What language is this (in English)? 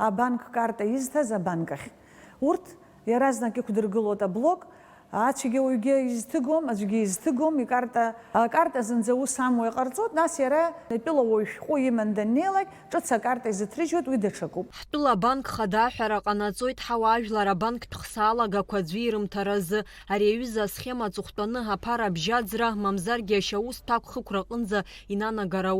Abkhazian